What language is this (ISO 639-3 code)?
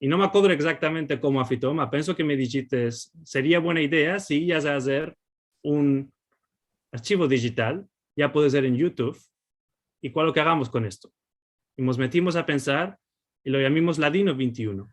lad